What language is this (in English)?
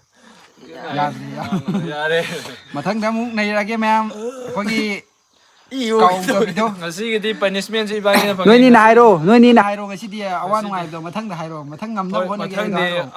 Manipuri